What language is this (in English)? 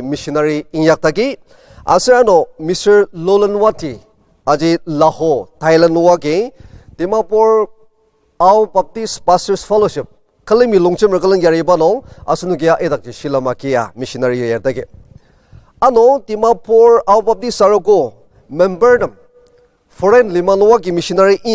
Ao Naga